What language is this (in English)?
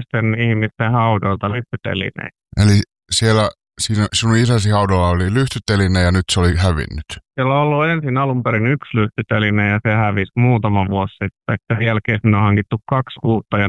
Finnish